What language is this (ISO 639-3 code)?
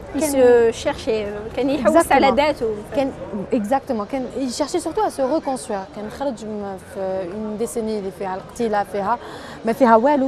arq